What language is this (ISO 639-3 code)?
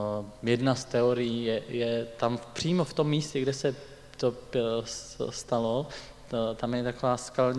ces